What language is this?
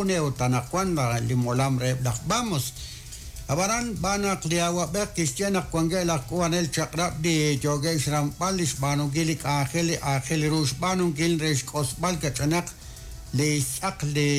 Kekchí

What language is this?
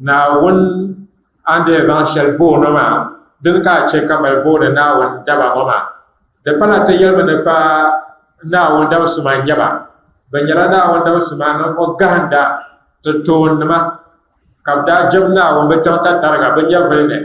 Dagbani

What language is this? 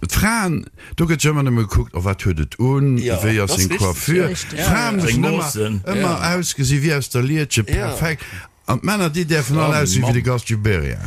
Luxembourgish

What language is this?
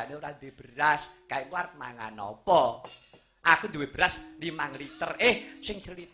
Javanese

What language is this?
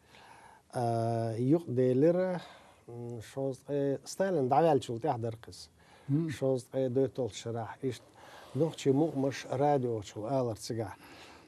Chechen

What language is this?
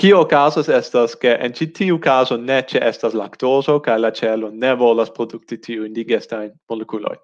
Esperanto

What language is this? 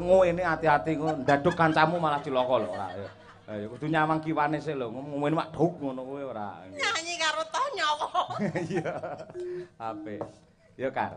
Javanese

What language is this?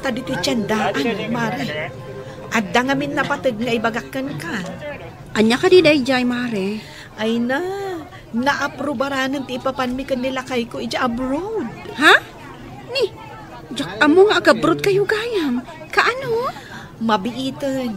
Iloko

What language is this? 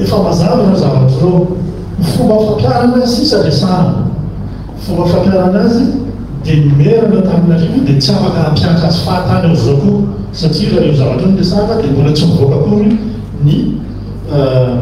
Malagasy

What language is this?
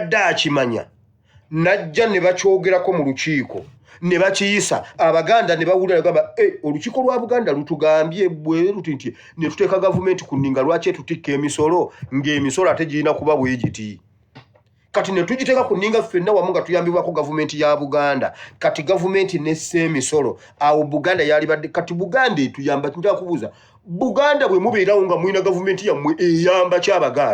Ganda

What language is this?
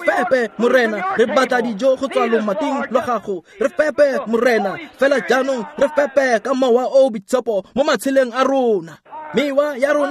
Tswana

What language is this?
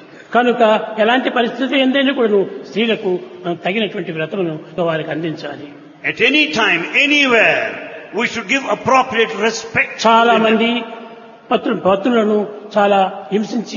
Telugu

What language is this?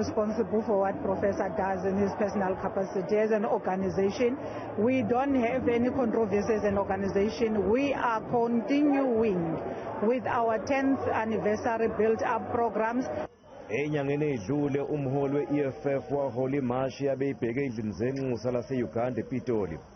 Zulu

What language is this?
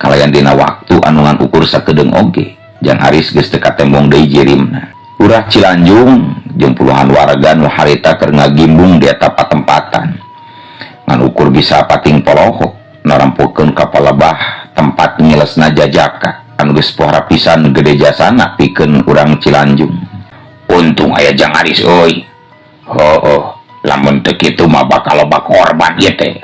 Sundanese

